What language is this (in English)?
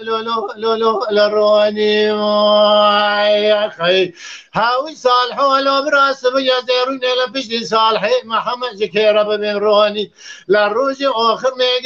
Kurdish